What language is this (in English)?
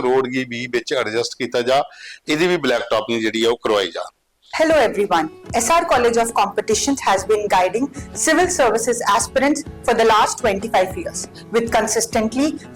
Dogri